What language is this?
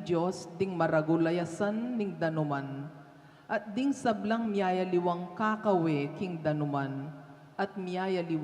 Pampanga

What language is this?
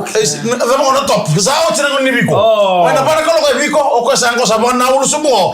Fijian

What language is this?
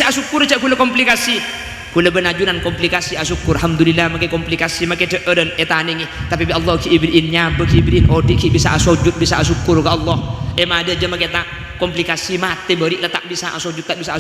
Madurese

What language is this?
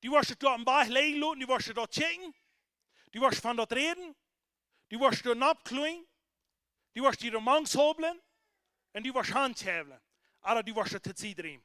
Plautdietsch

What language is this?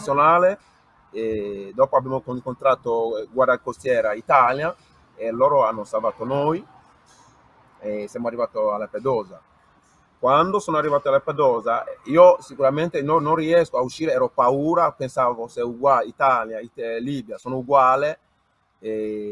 Italian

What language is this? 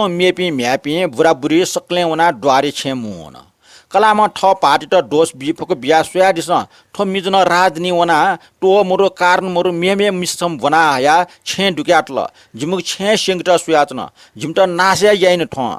Newari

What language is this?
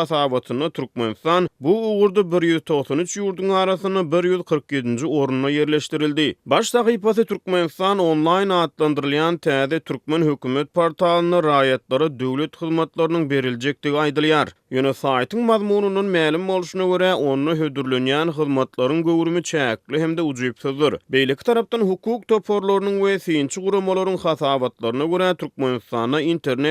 Turkmen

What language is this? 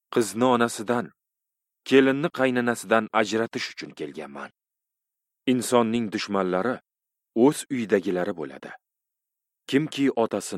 Uzbek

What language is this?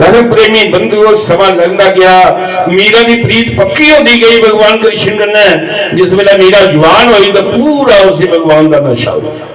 Dogri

